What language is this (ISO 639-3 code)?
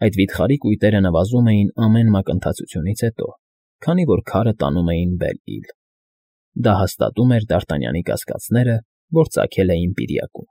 hye